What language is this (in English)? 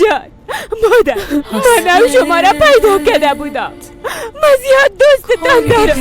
Persian